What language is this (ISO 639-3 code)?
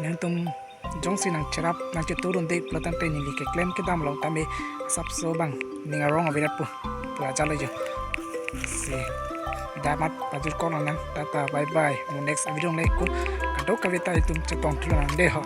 mjw